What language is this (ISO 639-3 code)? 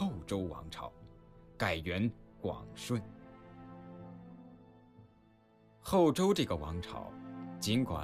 zho